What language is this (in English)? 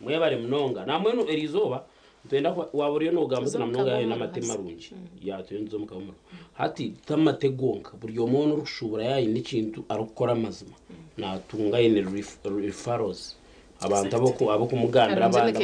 Nyankole